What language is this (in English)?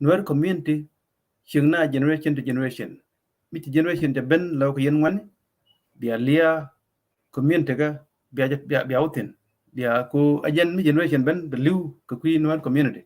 Nuer